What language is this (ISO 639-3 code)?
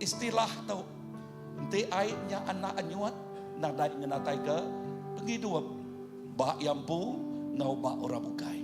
iba